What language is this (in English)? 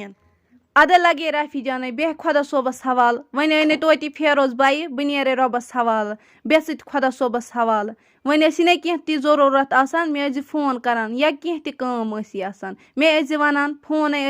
Kashmiri